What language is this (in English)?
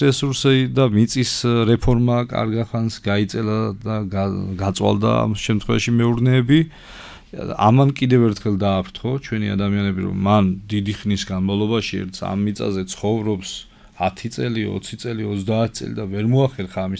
Georgian